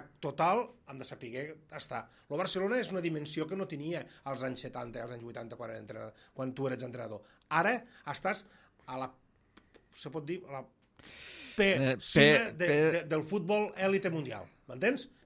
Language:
Catalan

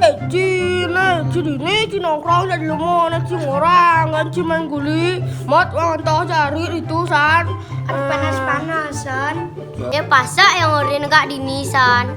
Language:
Balinese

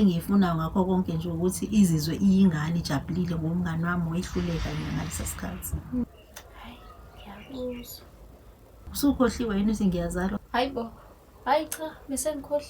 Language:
Zulu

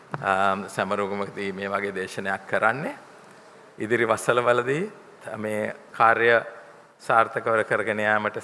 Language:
Sinhala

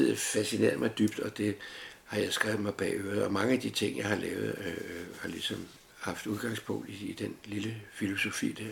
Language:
Danish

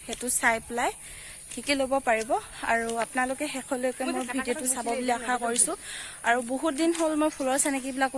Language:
Assamese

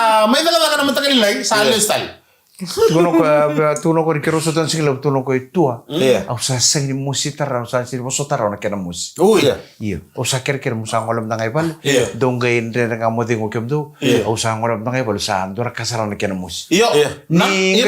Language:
Fijian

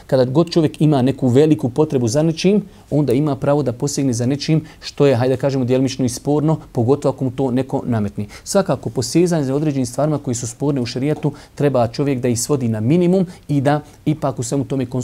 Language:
Bosnian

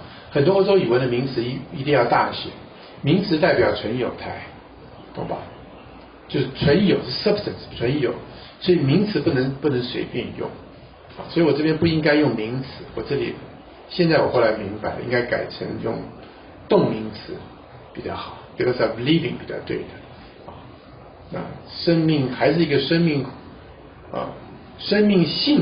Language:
Chinese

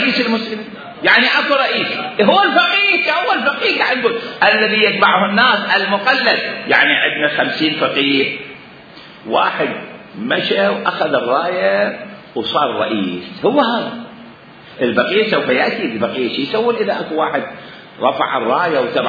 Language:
Mesopotamian Arabic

